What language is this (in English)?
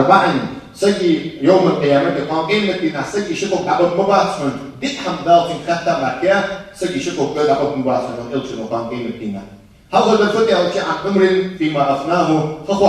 Ingush